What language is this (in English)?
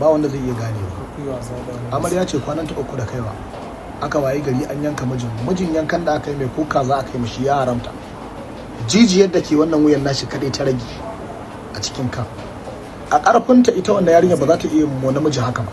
Hausa